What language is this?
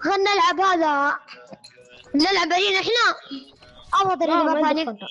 Najdi Arabic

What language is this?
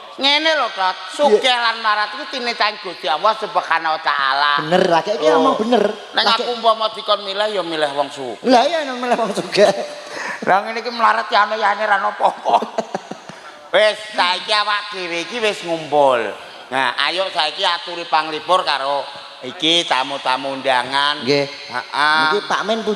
Javanese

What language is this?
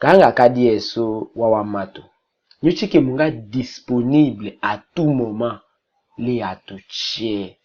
Tetela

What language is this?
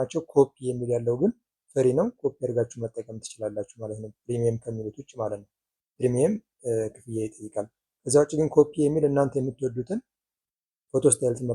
Amharic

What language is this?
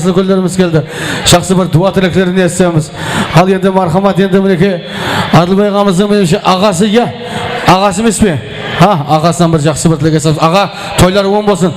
Kara-Kalpak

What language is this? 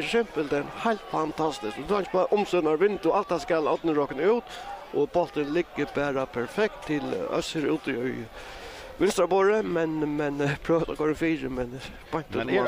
Faroese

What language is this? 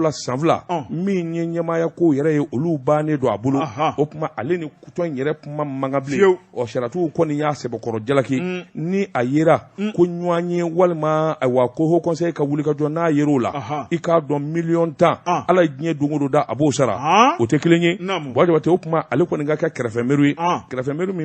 Bambara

